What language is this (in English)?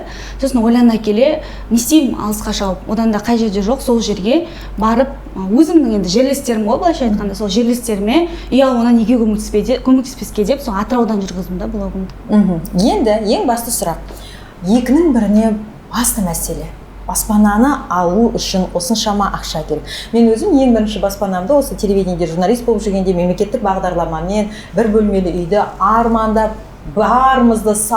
Kazakh